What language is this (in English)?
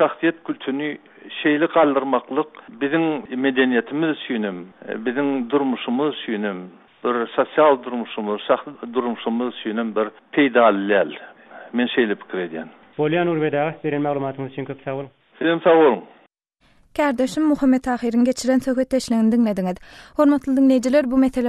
Turkmen